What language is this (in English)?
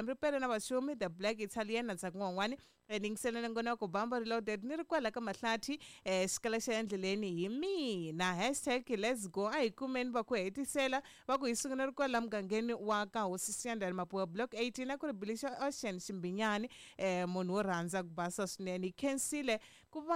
Tsonga